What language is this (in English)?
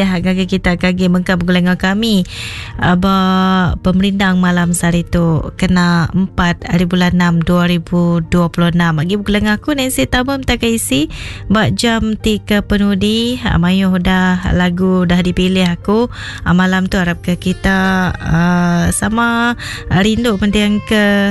Iban